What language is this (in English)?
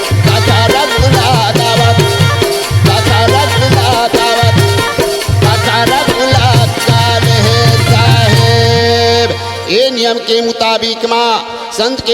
Chhattisgarhi